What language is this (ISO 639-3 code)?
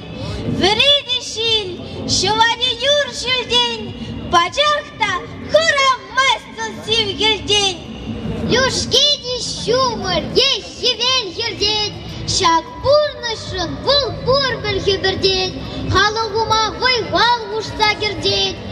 chv